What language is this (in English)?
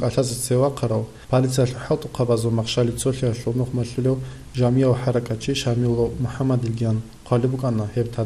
Avaric